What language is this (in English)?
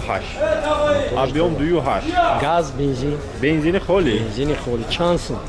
Tajik